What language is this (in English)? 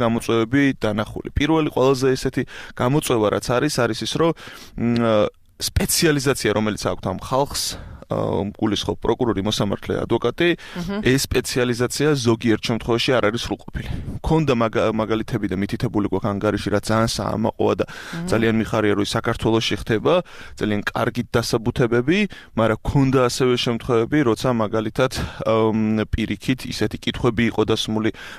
Georgian